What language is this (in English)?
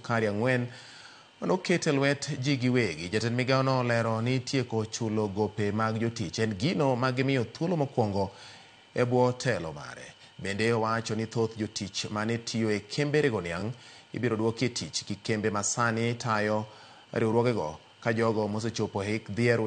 Luo (Kenya and Tanzania)